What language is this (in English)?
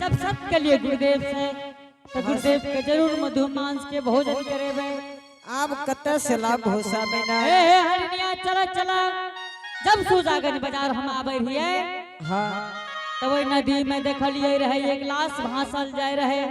Angika